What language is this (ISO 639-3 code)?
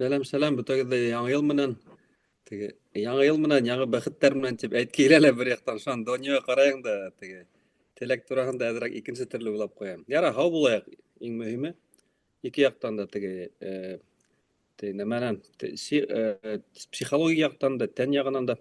bak